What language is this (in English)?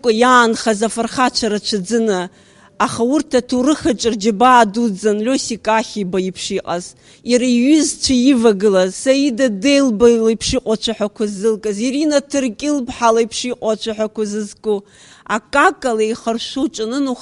Abkhazian